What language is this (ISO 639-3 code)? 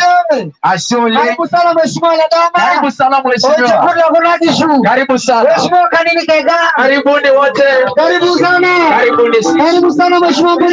mas